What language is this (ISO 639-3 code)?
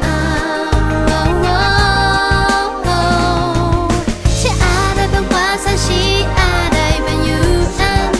tay